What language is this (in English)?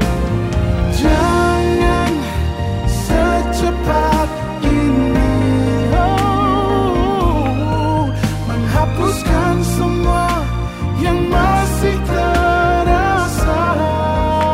Indonesian